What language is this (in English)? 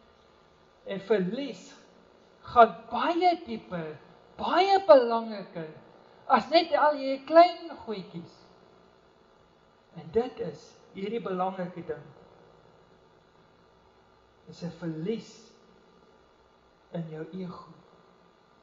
Afrikaans